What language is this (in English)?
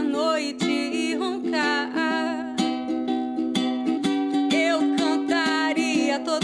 Portuguese